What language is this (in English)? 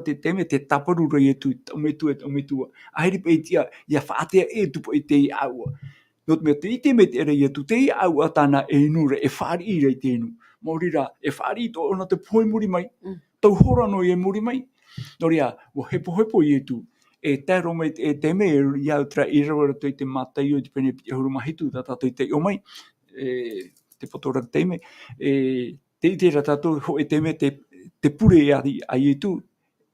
Tahitian